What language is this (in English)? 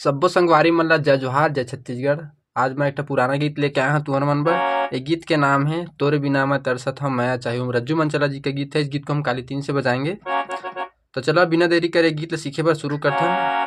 Chhattisgarhi